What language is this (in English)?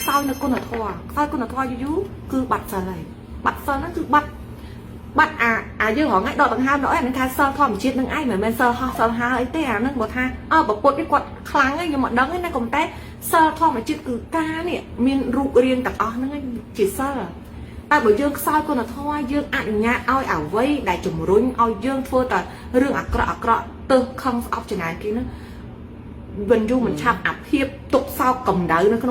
Khmer